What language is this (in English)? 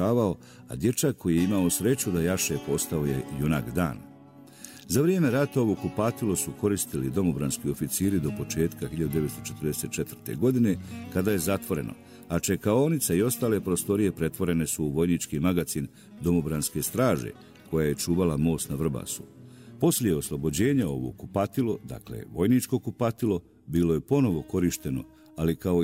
Bosnian